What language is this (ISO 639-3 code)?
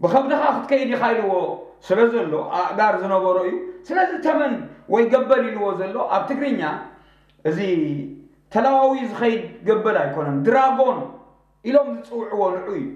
tir